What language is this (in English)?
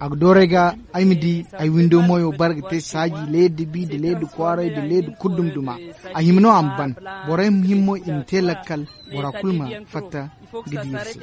Zarma